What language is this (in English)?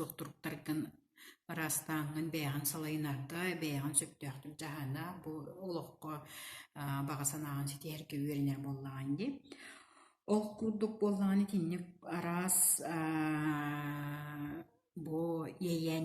Yakut